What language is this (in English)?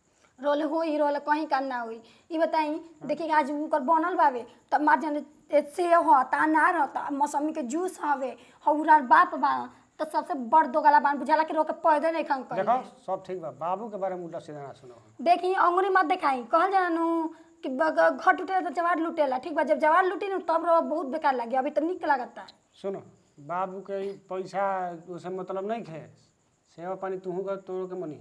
Bhojpuri